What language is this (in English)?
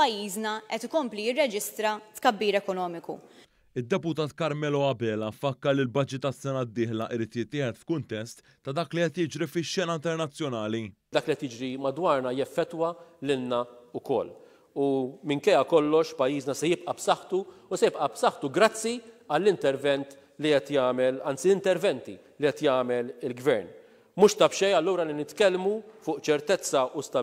Maltese